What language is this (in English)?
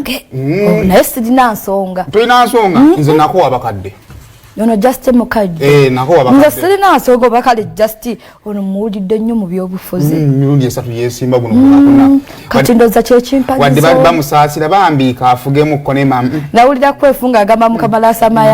Ganda